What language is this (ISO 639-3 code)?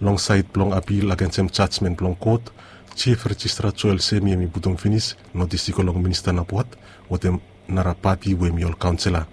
bis